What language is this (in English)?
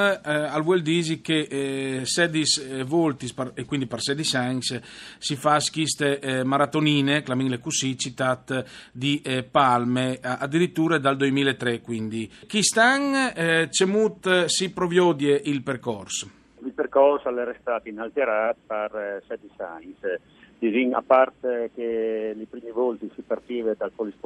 Friulian